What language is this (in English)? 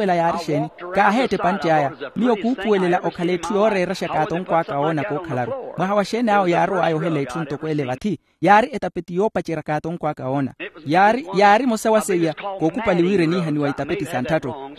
Makhuwa